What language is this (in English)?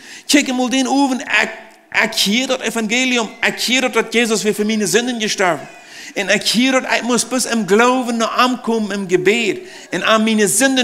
Plautdietsch